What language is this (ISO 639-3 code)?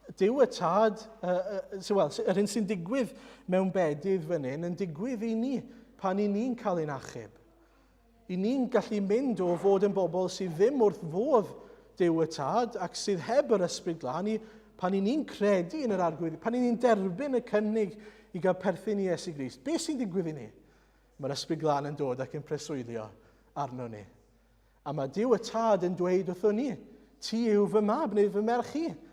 cym